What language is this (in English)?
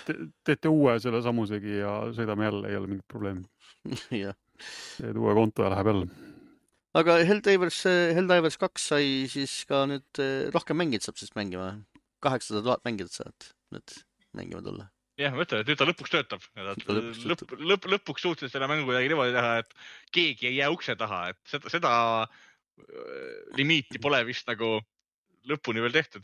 Estonian